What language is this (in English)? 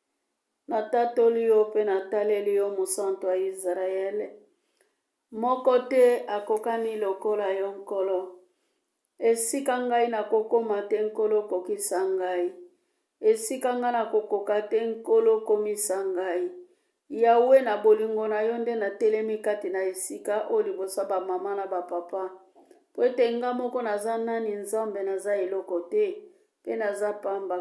Lingala